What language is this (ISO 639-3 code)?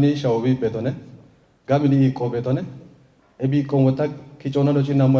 kbr